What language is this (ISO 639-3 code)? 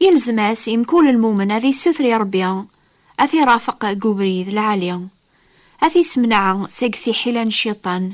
kab